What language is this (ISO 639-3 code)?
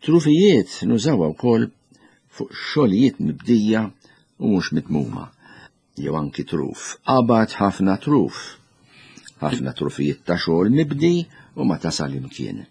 mlt